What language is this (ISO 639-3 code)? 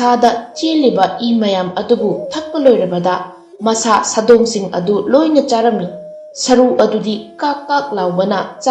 mni